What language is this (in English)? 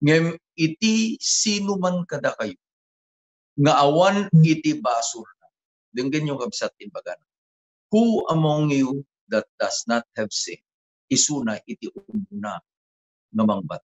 Iloko